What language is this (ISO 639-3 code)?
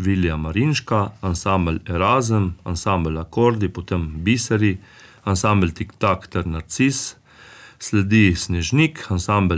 slv